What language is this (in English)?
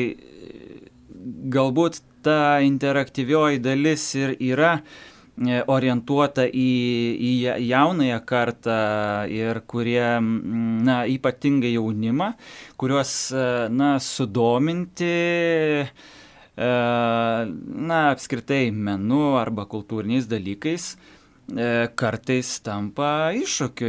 Lithuanian